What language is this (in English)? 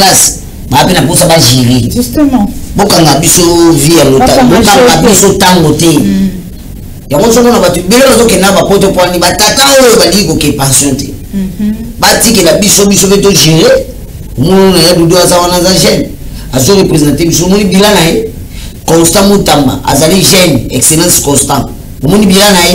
Lingala